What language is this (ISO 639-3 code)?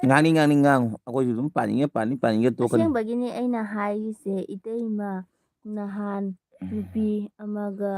mni